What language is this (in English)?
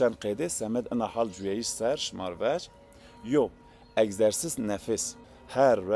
Zaza